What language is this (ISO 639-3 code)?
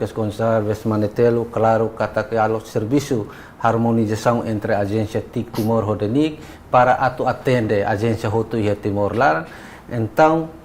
tet